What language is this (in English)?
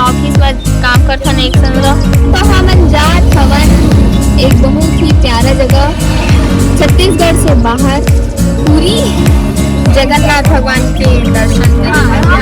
Chhattisgarhi